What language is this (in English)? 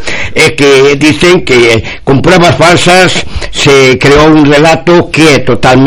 Galician